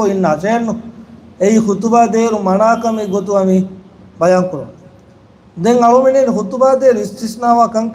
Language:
Divehi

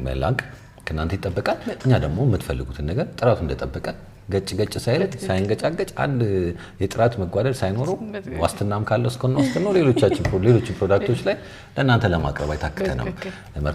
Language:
Amharic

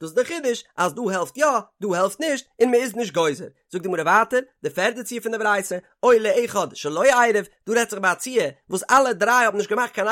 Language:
Yiddish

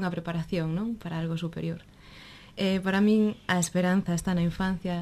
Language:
Galician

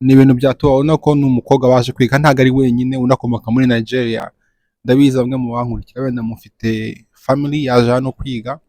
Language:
Kinyarwanda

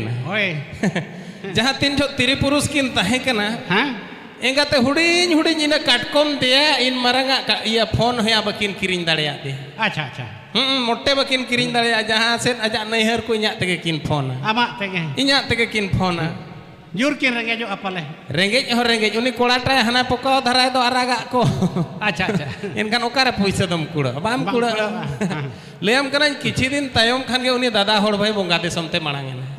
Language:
Santali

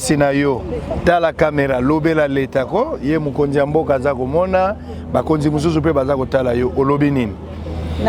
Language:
Lingala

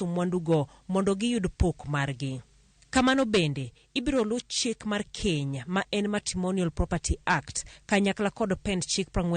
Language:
Luo (Kenya and Tanzania)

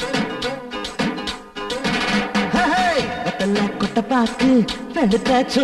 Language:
Tamil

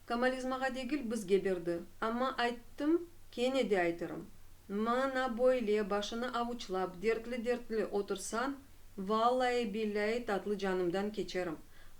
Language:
Crimean Tatar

